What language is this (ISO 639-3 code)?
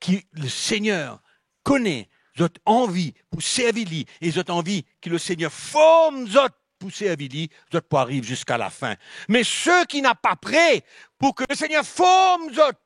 mfe